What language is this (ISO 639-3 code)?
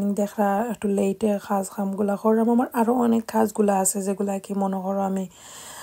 syl